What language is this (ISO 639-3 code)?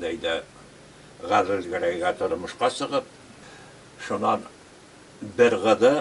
bak